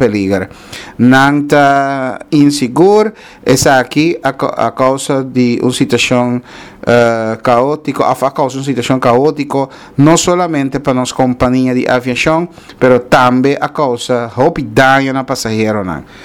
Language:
Papiamento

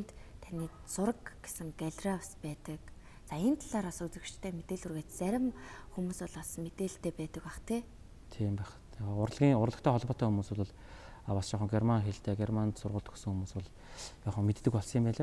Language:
Mongolian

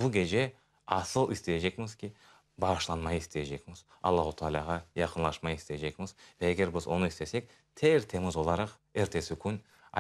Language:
Crimean Tatar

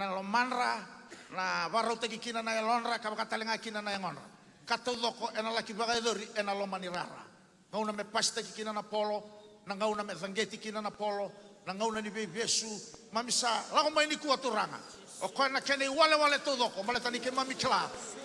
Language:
Fijian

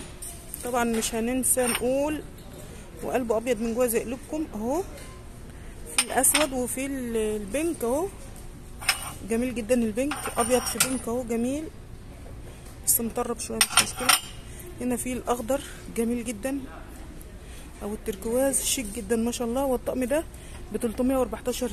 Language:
Egyptian Arabic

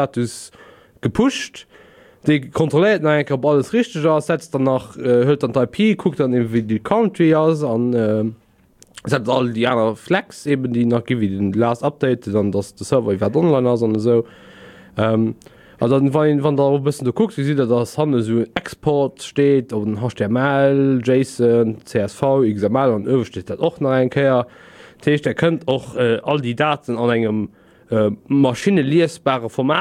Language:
Luxembourgish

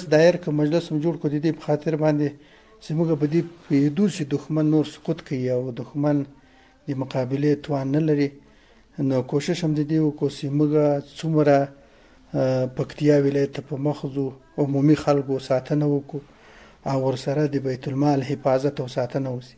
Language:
Pashto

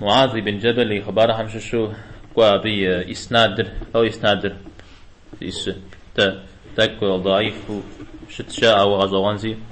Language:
Kabardian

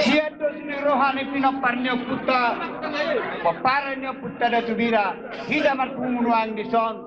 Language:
Batak Toba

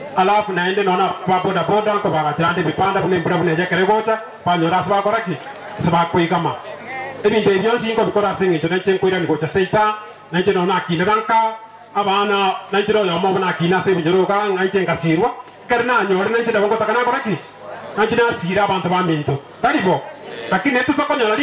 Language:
Gusii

